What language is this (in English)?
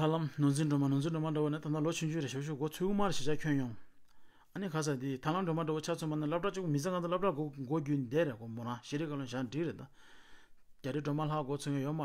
Tibetan